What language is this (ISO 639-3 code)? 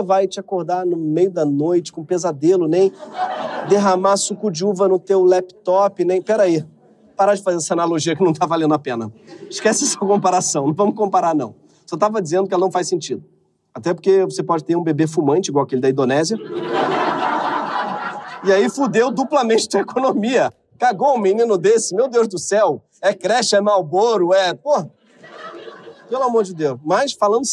por